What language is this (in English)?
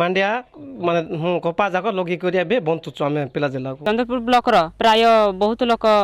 Odia